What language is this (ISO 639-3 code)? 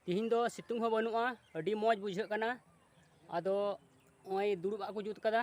sat